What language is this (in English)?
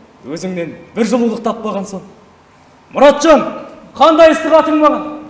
Kazakh